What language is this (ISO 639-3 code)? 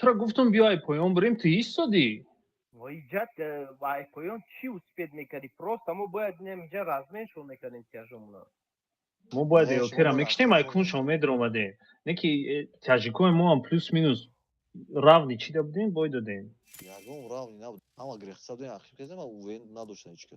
tgk